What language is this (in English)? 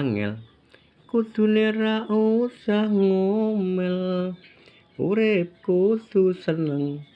Javanese